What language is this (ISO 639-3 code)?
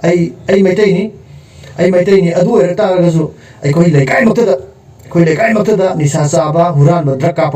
mni